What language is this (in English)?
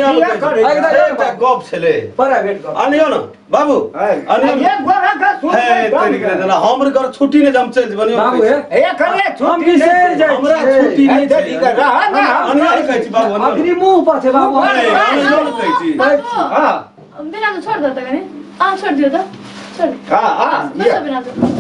Maithili